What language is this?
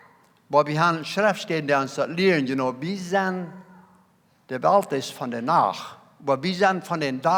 Plautdietsch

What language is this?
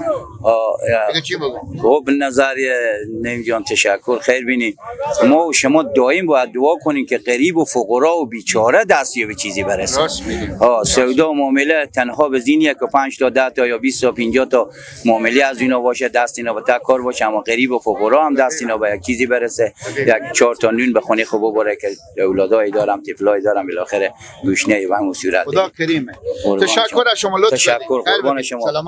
Persian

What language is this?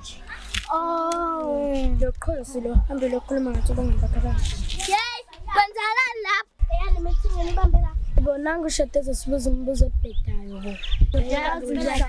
Zulu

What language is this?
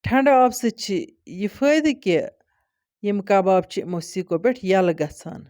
Kashmiri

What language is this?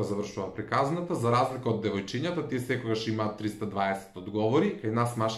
Macedonian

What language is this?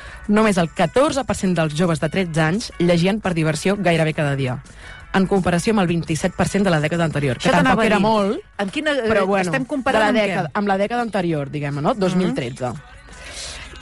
Catalan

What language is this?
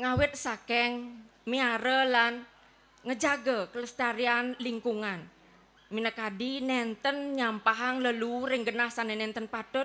Balinese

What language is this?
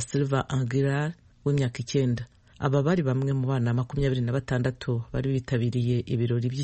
Kinyarwanda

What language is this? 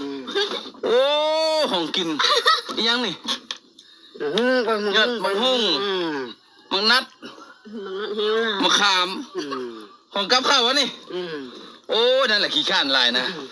Lao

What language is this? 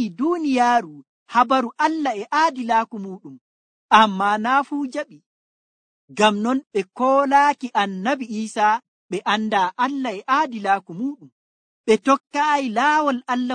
Nigerian Fulfulde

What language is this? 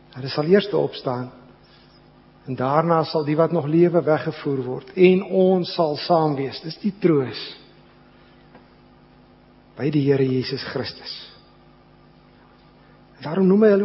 Afrikaans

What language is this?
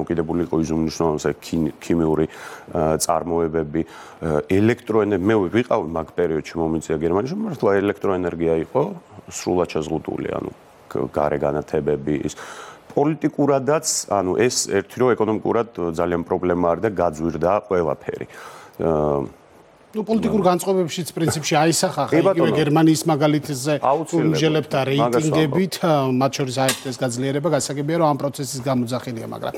Georgian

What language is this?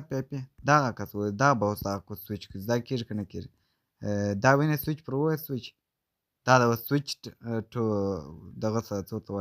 Pashto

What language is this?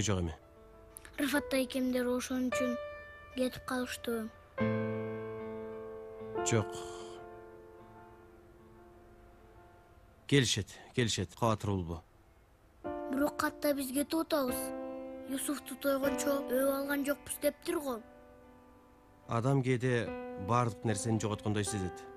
Kyrgyz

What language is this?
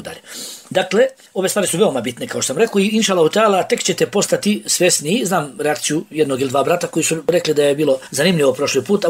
Bosnian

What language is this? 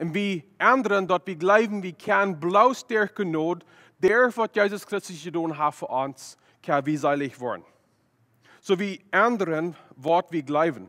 Plautdietsch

